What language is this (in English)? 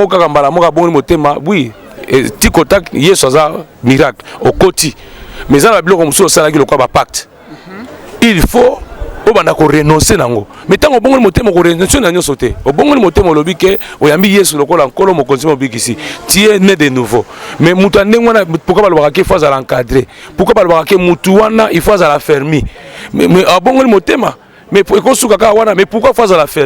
Lingala